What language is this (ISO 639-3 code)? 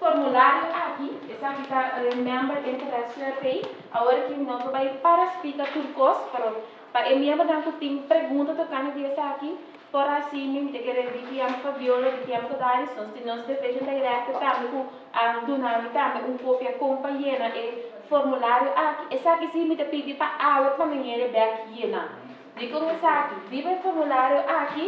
pap